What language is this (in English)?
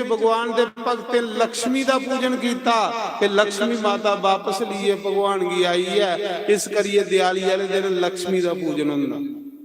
Dogri